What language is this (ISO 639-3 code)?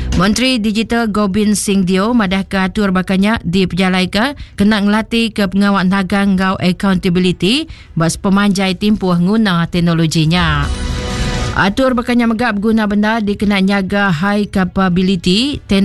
iba